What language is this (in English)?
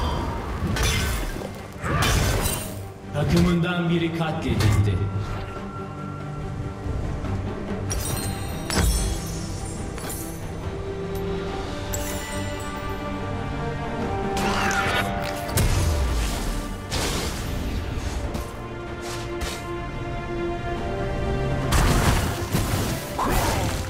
Turkish